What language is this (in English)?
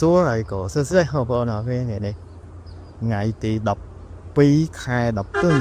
Khmer